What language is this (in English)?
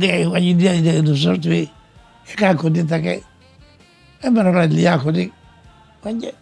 Divehi